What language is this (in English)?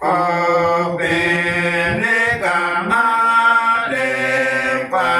Uduk